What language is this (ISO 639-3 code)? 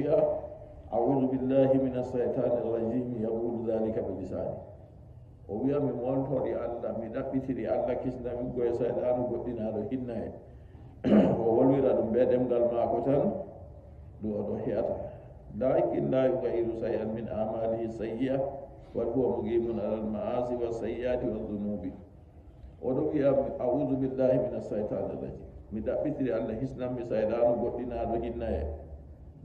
fuv